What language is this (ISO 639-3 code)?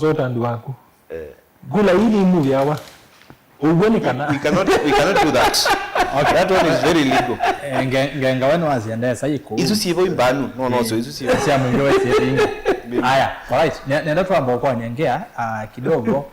kam